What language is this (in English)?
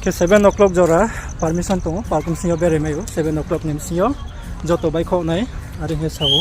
Riang (India)